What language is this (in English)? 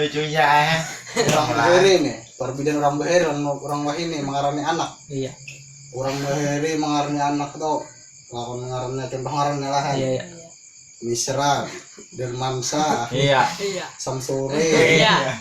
Banjar